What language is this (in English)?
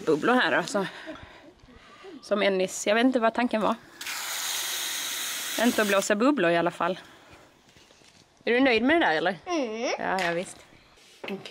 Swedish